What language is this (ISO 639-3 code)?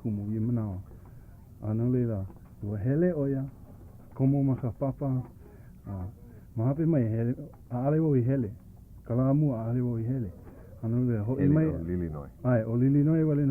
haw